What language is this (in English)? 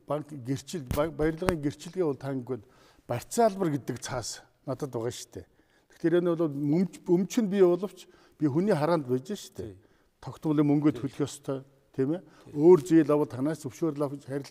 Mongolian